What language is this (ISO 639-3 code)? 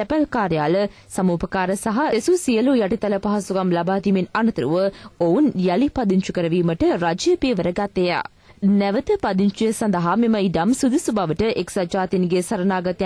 sin